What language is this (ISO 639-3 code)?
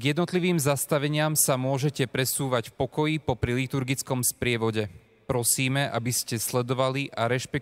slk